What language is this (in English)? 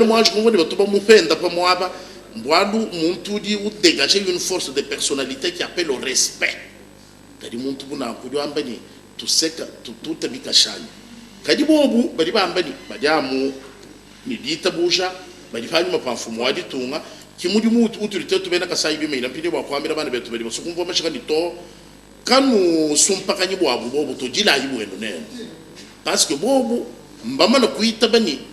Luba-Lulua